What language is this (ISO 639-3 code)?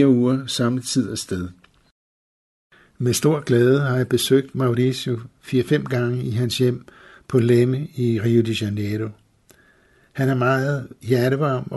dan